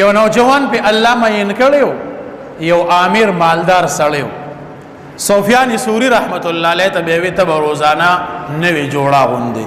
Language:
Pashto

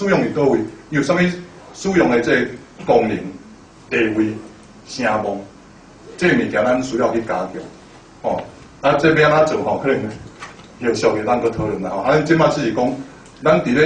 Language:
Min Nan Chinese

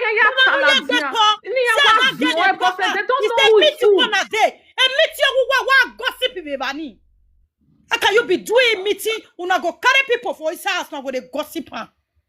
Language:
Nigerian Pidgin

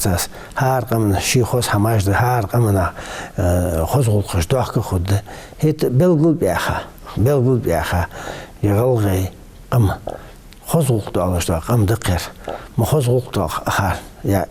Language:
Ingush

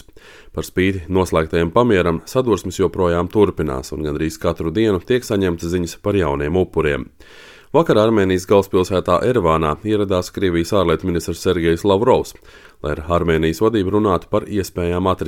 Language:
Latvian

